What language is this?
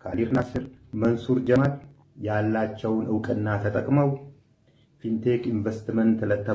Amharic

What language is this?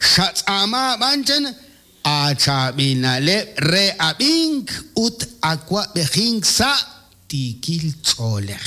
Kekchí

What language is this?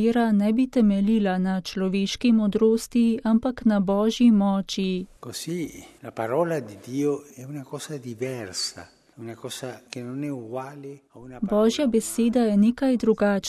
Slovenian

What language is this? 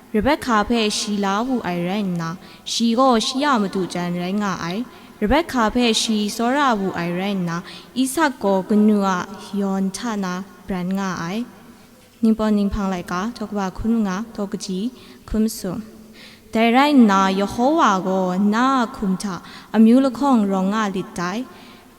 Kachin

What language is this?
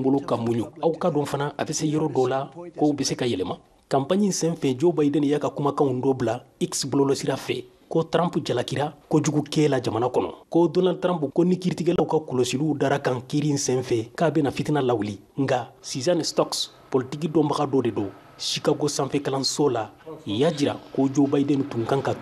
Bambara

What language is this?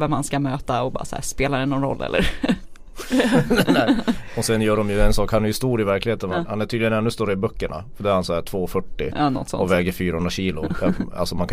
Swedish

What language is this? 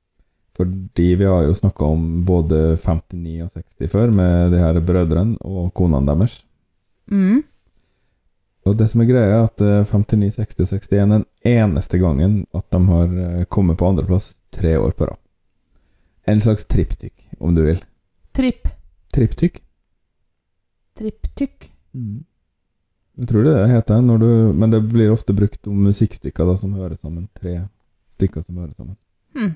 Norwegian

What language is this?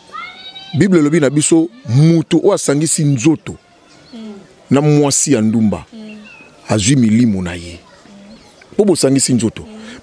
Lingala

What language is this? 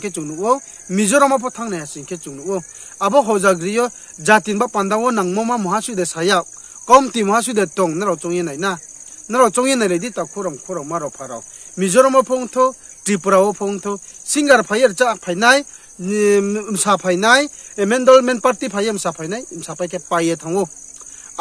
Riang (India)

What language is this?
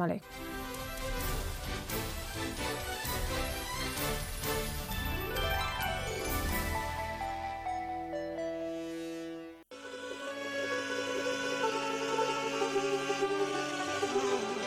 Bosnian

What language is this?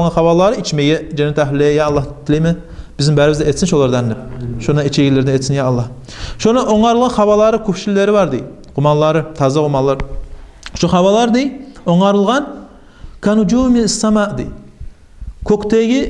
Kumyk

